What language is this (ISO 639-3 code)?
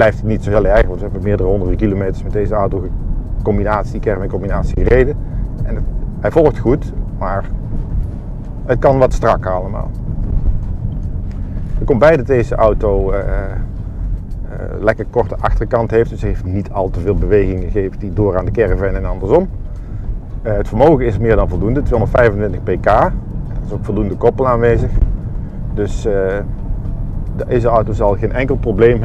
nld